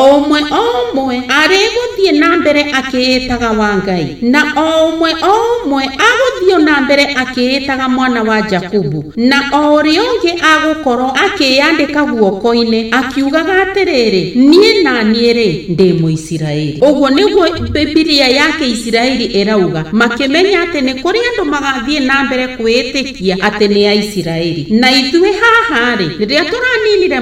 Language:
Kikuyu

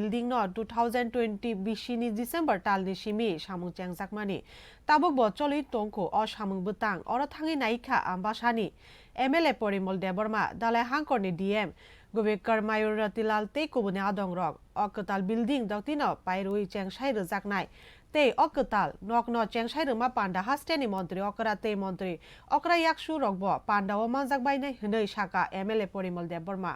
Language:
Kok Borok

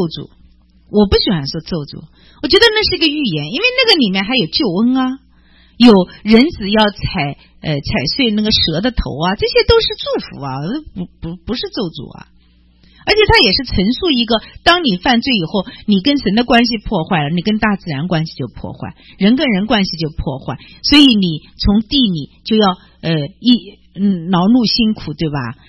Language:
Chinese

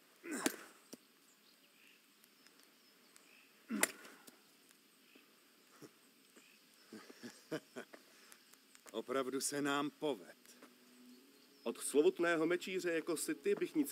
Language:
Czech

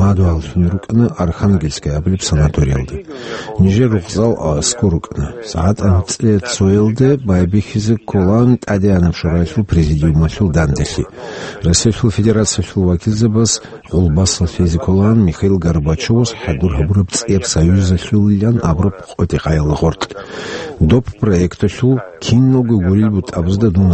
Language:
Avaric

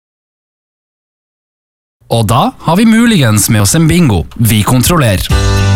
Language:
Norwegian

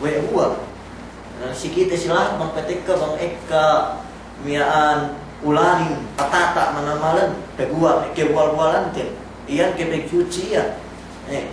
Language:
Yakan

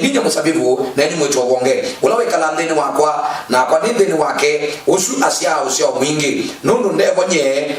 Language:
Kamba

